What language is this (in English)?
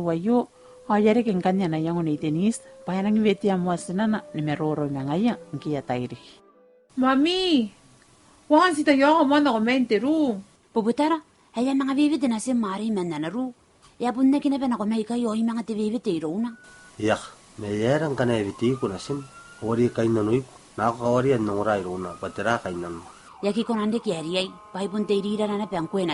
Gilbertese